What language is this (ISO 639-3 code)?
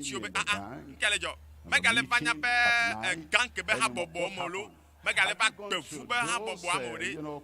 ewe